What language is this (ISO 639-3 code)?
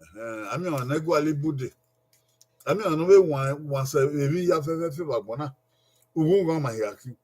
bin